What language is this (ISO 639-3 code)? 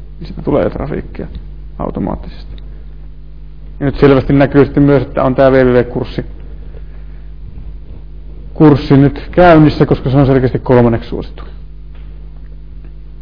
fin